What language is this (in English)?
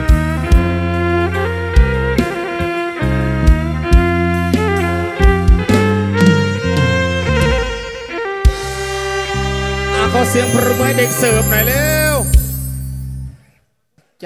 Thai